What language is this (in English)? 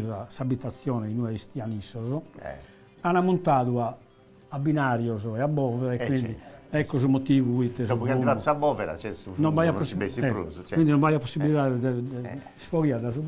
Sardinian